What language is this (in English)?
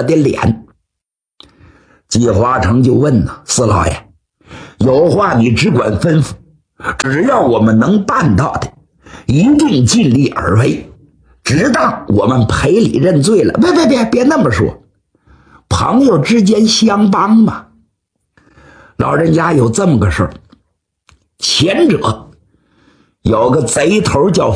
Chinese